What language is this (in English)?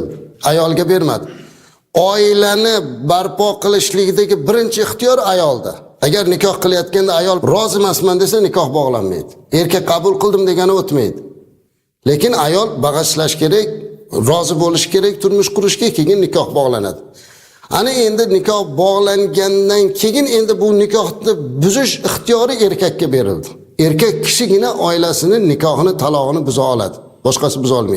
Uzbek